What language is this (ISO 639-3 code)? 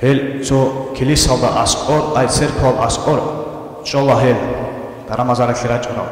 ava